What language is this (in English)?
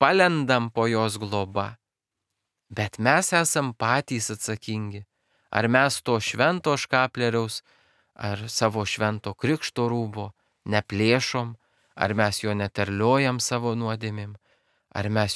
Lithuanian